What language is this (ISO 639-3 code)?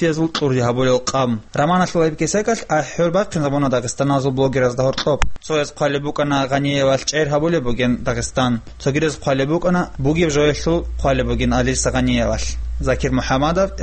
ava